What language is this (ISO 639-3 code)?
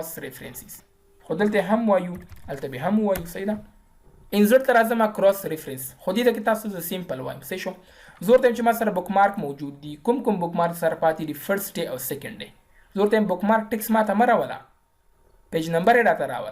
pus